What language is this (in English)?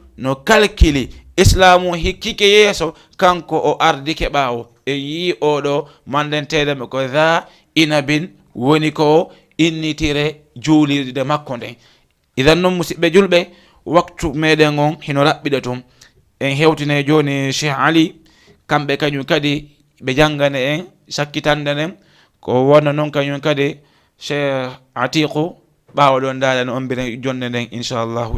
Fula